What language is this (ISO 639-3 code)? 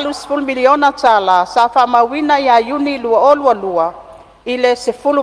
smo